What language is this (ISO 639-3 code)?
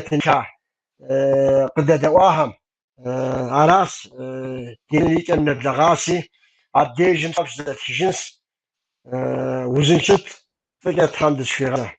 kbd